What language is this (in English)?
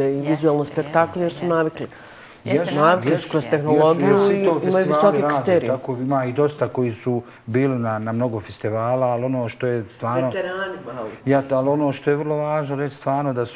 Bosnian